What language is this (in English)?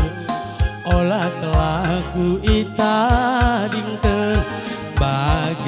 Batak Karo